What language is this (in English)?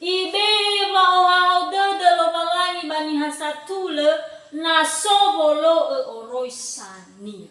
Nias